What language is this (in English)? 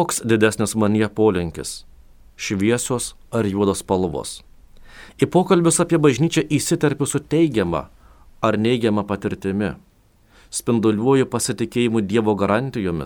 Lithuanian